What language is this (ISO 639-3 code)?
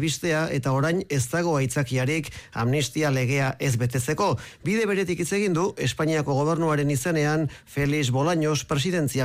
eus